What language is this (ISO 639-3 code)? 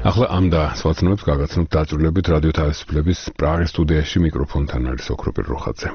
kat